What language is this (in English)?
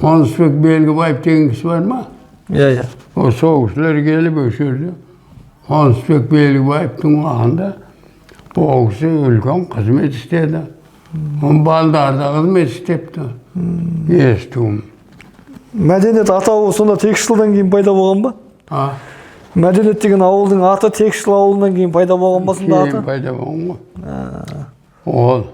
Kazakh